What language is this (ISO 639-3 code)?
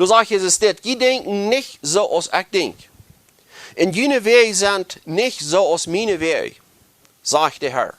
pdt